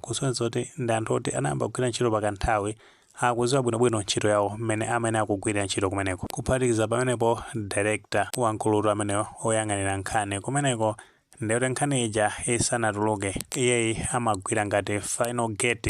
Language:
Nyanja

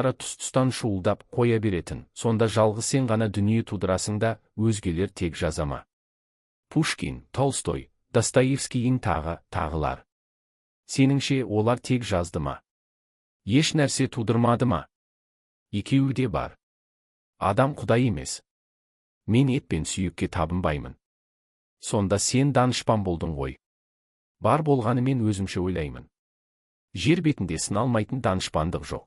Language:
Kazakh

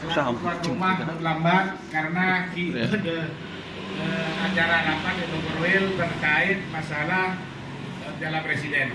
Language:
Madurese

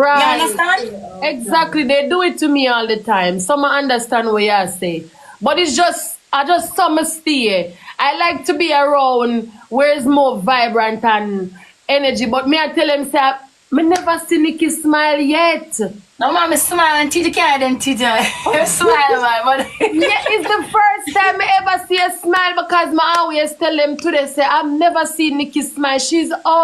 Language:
Jamaican Creole English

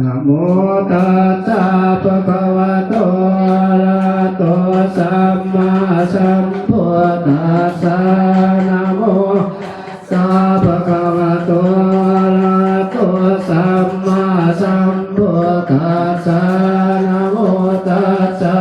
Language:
Pali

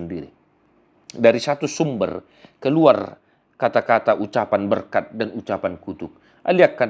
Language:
Batak Toba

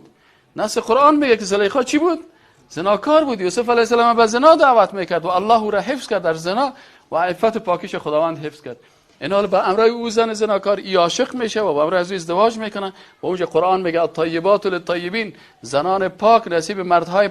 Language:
Persian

